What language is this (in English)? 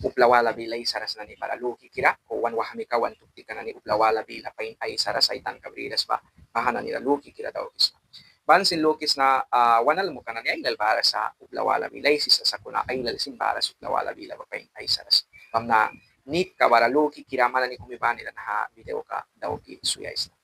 Mískito